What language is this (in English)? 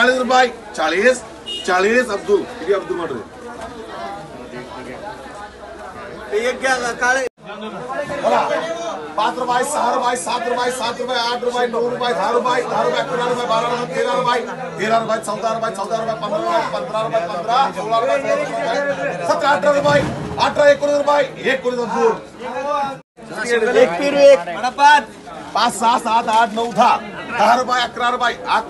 Marathi